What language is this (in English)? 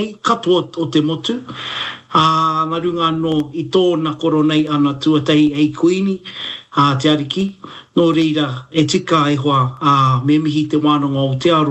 Māori